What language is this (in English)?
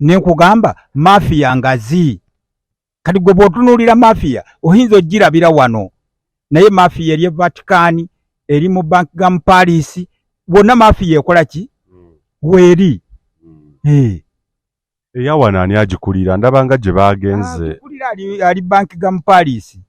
Ganda